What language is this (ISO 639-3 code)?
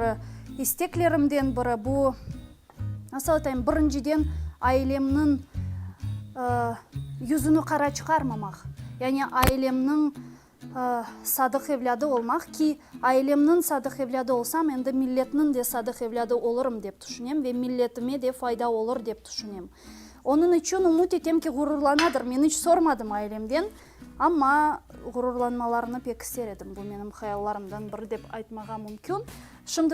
crh